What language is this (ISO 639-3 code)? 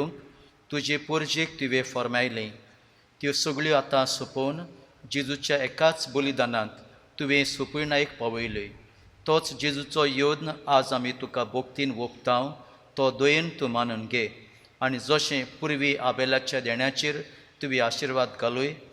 kok